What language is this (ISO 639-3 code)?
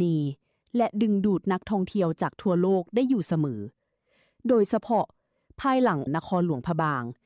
lao